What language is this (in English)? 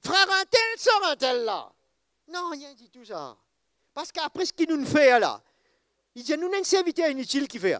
Morisyen